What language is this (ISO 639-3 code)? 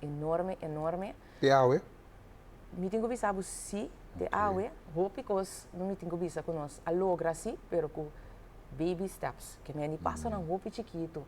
pap